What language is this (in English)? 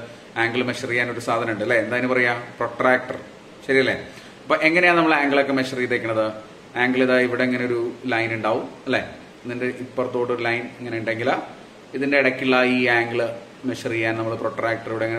Malayalam